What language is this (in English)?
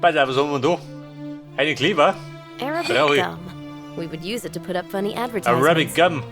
Bavarian